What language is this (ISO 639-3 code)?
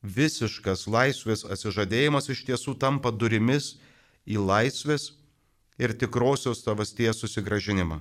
lit